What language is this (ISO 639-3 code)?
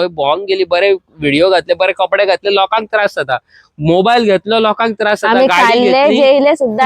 kok